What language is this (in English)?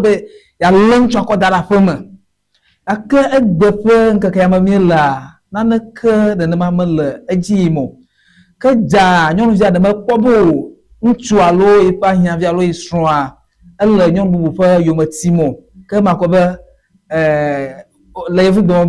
Ewe